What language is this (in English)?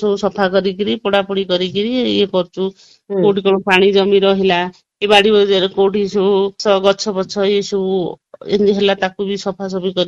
Odia